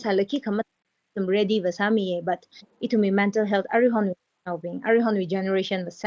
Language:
Tangkhul Naga (India)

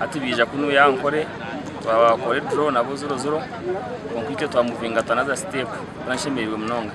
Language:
Nyankole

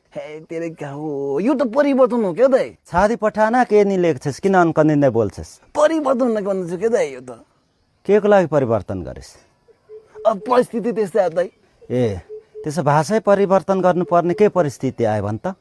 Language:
Nepali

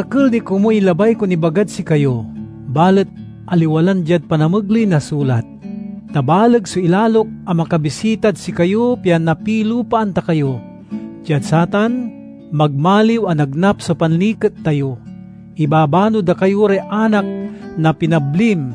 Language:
Pangasinan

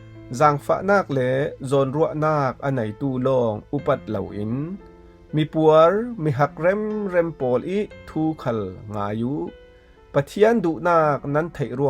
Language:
Falam Chin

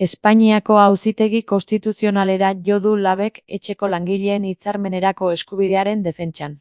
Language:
Basque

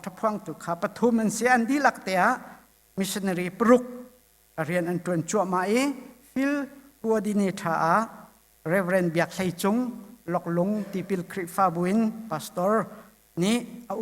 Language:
Hakha Chin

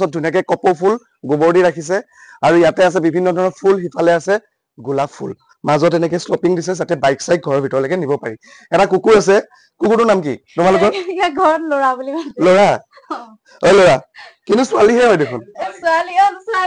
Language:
Assamese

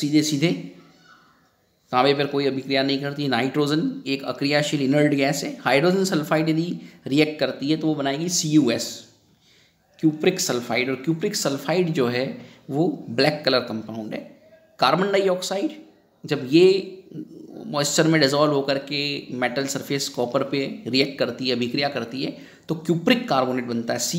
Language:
Hindi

